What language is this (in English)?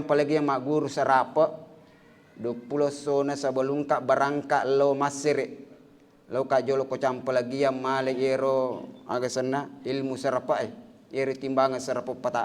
Buginese